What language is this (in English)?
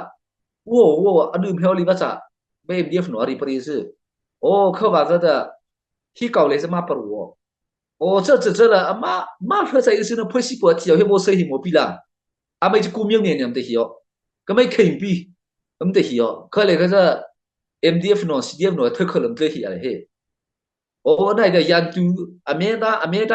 Mara Chin